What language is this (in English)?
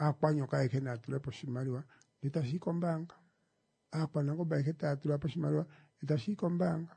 Kuanyama